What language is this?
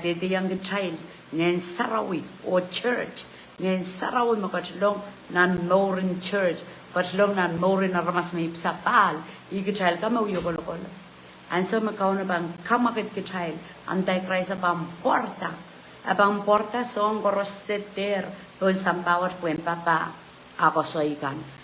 Pohnpeian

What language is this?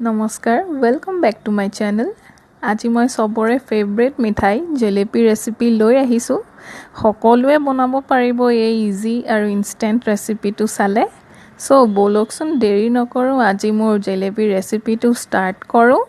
Assamese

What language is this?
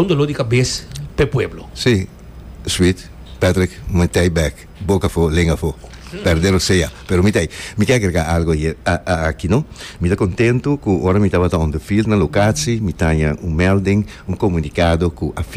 Papiamento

